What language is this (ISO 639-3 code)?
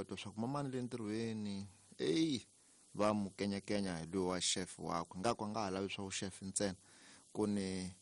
tso